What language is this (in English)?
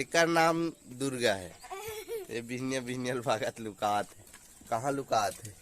Chhattisgarhi